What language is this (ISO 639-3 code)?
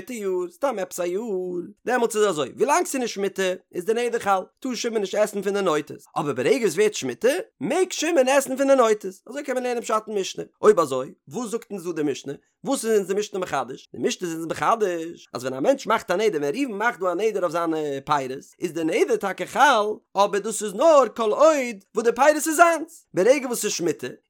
yid